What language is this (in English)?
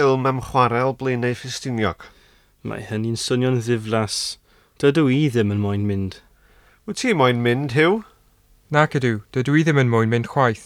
Welsh